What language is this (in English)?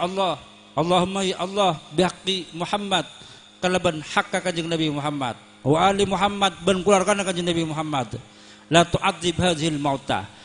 Madurese